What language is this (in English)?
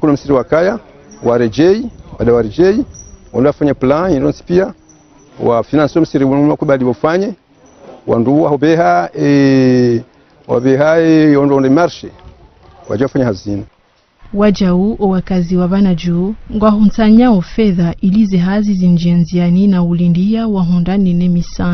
Ngazidja Comorian